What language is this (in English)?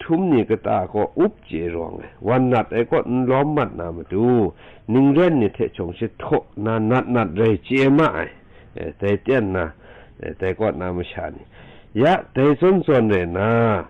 Kachin